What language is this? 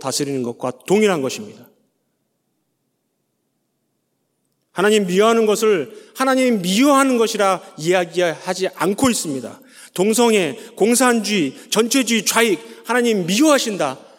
Korean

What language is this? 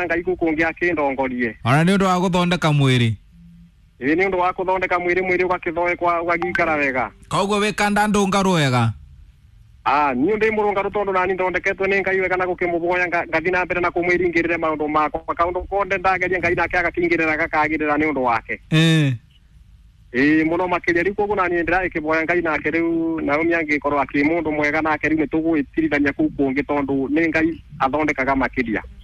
Kikuyu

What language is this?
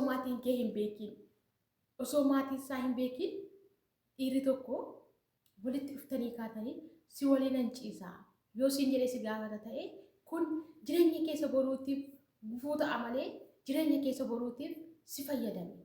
Oromo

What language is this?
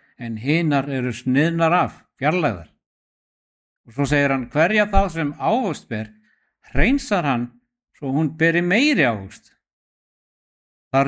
Icelandic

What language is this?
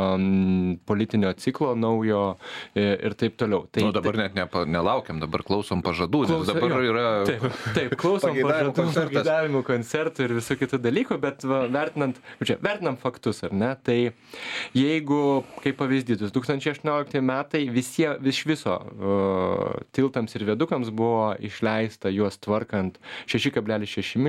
Lithuanian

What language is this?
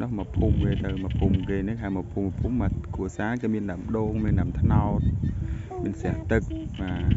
Khmer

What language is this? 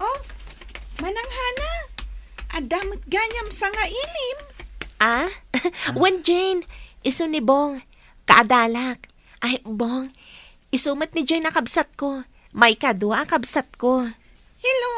Iloko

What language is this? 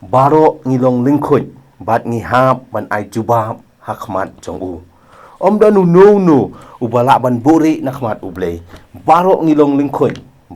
Khasi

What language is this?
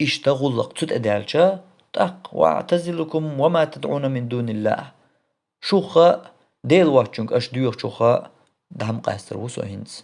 Chechen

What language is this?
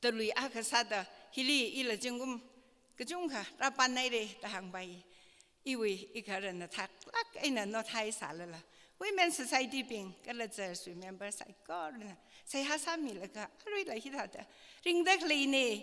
Tangkhul Naga (India)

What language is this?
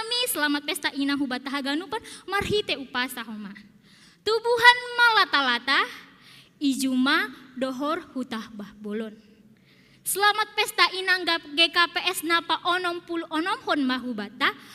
Batak Simalungun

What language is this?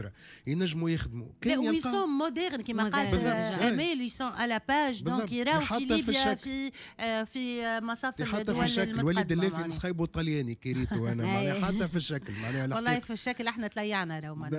Tunisian Arabic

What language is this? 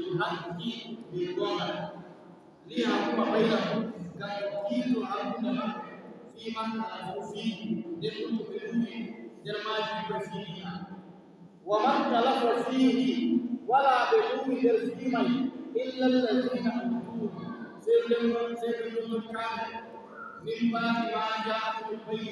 Fula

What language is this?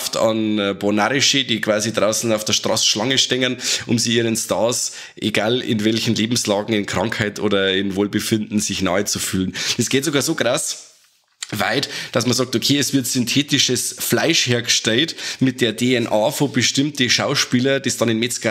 Bavarian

